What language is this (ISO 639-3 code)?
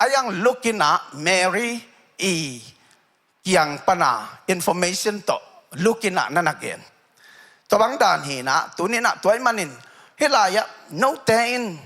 ctd